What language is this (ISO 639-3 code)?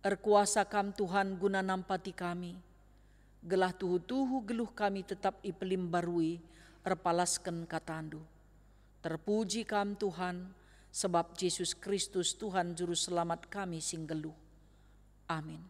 btx